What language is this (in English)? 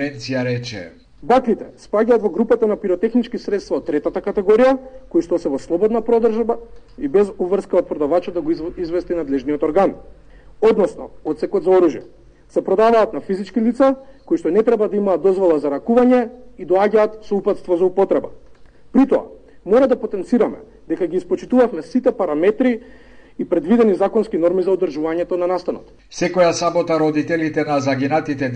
Macedonian